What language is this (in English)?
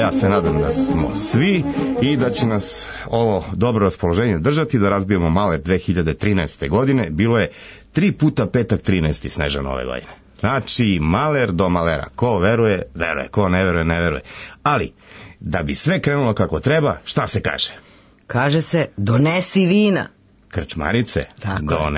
Serbian